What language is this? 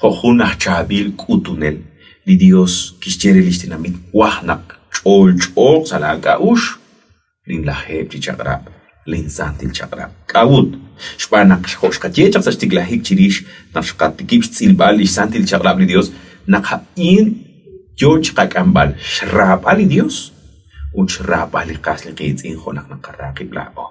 Kekchí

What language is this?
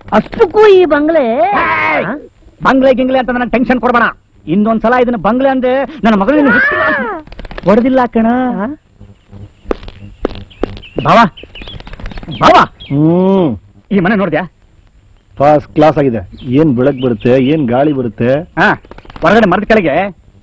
Kannada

